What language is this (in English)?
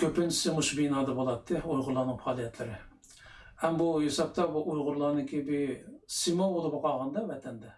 Uyghur